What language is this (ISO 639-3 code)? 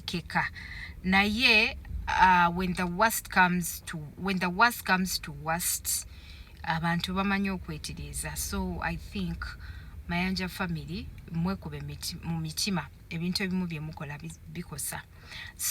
lug